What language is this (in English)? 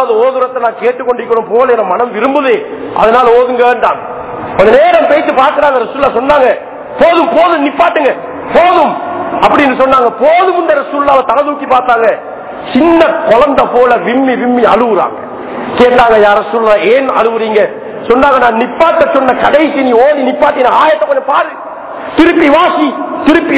Tamil